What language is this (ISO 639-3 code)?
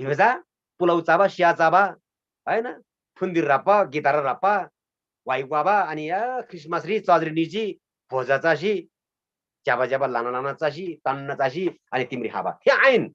taj